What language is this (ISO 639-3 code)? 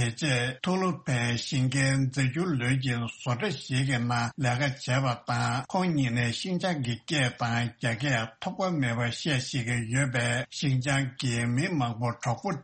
bod